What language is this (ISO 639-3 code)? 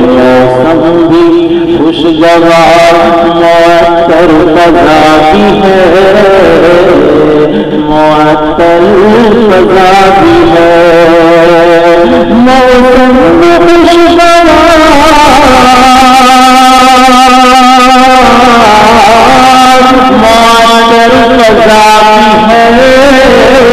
urd